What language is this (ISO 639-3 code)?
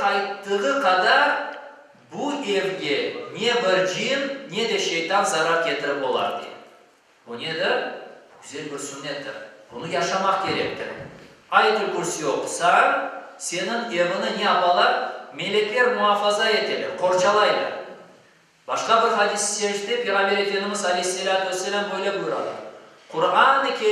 crh